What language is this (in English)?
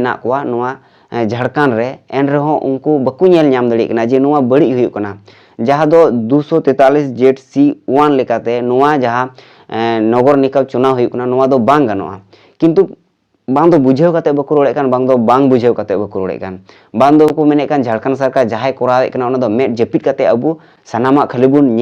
Santali